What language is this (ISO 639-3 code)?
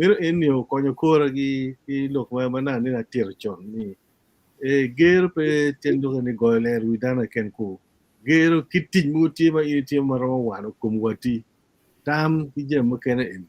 ach